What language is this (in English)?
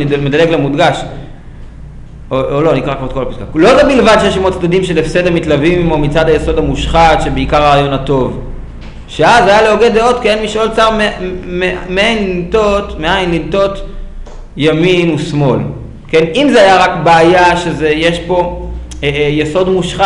Hebrew